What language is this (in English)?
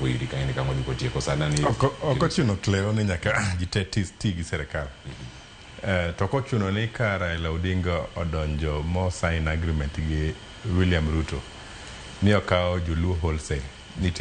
Luo (Kenya and Tanzania)